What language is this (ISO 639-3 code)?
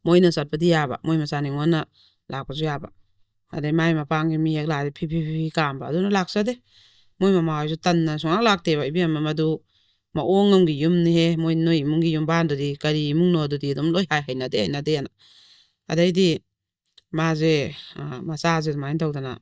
mni